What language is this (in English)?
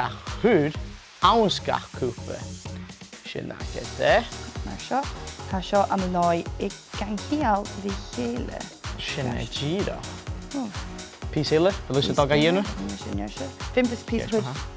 Scottish Gaelic